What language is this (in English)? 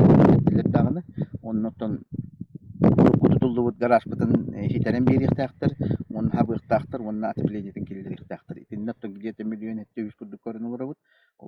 Yakut